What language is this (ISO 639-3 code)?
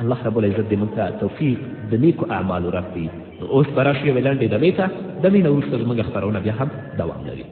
pus